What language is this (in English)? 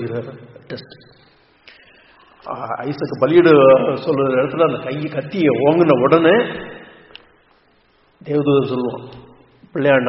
Tamil